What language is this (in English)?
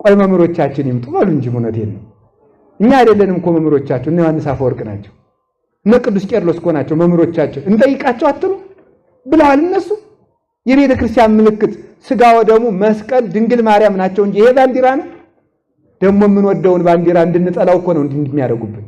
Amharic